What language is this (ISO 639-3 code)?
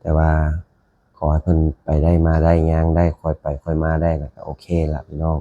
lao